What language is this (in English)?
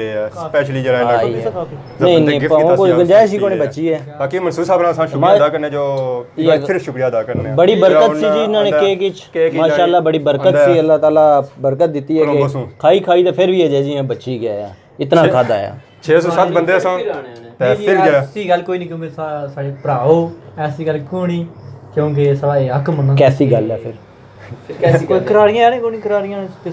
Pahari-Potwari